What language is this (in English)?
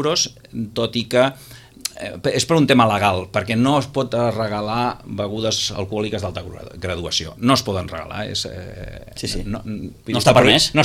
Catalan